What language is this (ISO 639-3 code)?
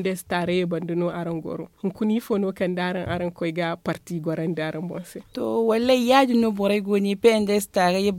dje